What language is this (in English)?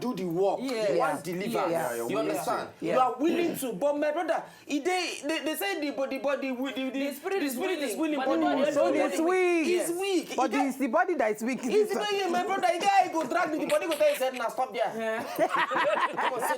Nigerian Pidgin